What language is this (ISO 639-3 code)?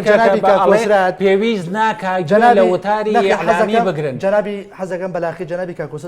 ckb